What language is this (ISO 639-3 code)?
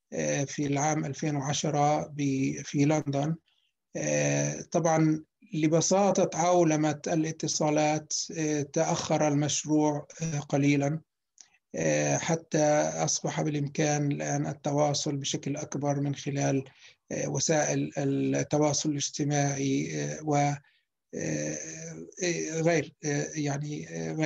ara